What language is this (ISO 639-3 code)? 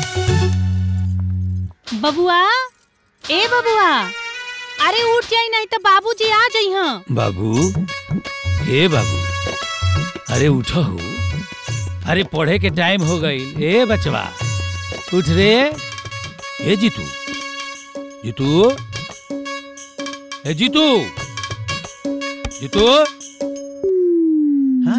bho